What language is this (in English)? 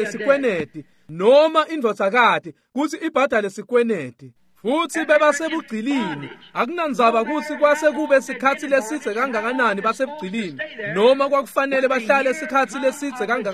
Swati